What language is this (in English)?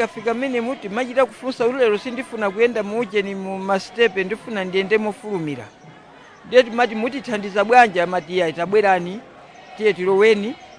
Nyanja